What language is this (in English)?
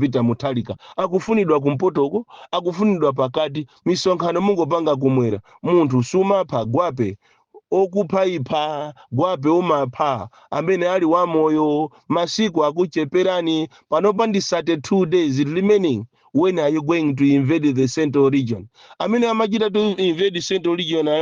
Nyanja